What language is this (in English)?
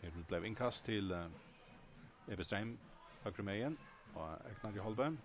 Faroese